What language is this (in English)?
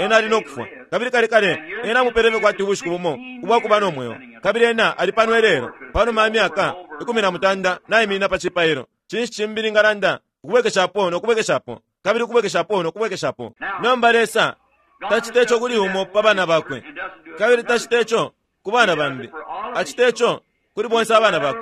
Bemba